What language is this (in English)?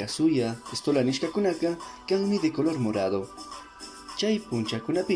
Chimborazo Highland Quichua